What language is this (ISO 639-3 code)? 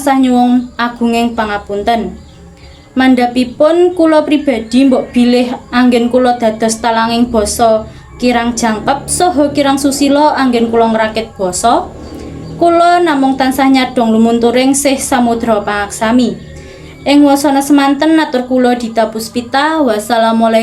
jav